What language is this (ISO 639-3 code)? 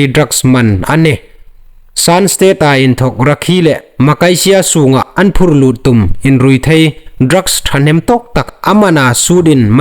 hmr